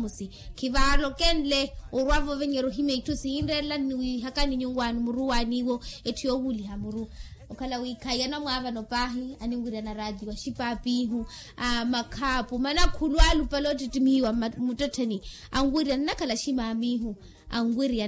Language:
Makhuwa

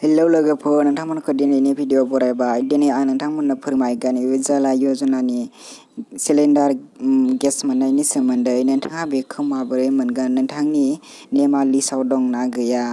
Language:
Bodo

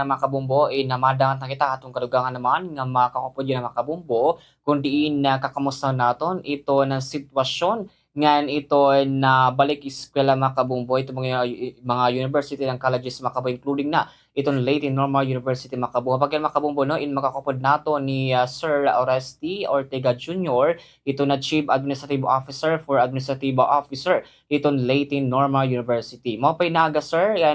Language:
Waray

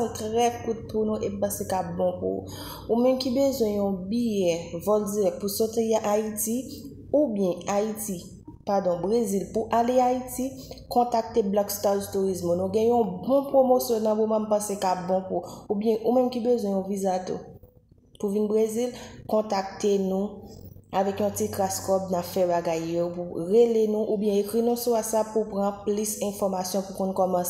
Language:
Haitian Creole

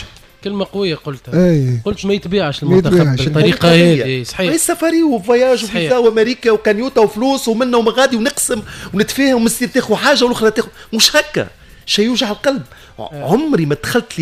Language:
Tunisian Arabic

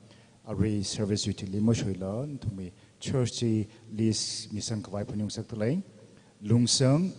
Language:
Tangkhul Naga (India)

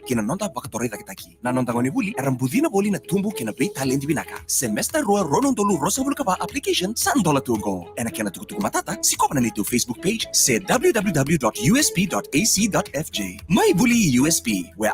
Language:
Fijian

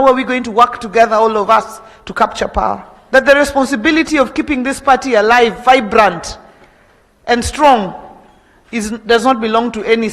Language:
Gusii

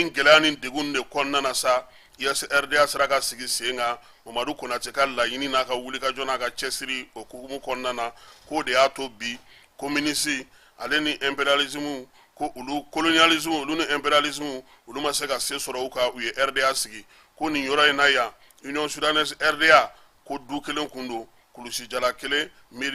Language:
Bambara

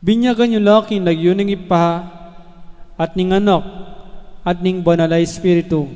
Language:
Pampanga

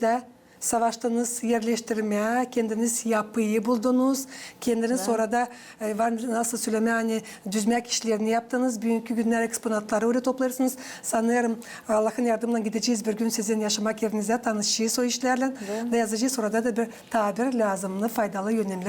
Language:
Gagauz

